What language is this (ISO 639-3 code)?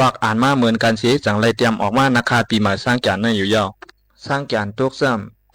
shn